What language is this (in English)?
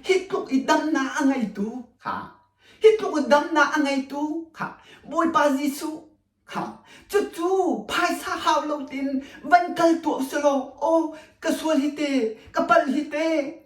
Hakha Chin